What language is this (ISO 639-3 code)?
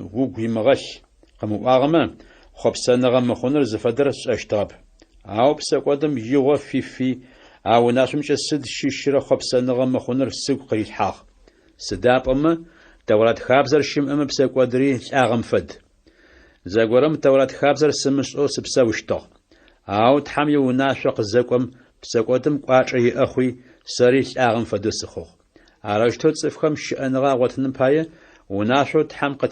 ady